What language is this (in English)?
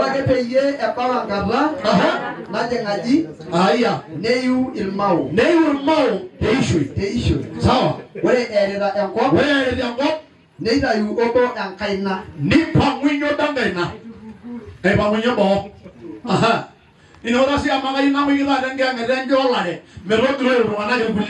Masai